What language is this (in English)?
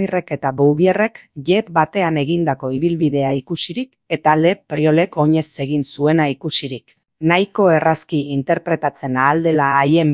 Basque